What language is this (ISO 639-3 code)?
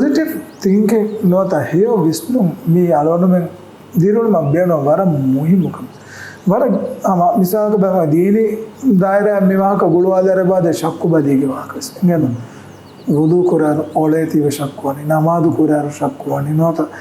div